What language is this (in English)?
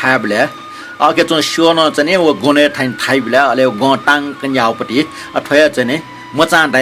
Newari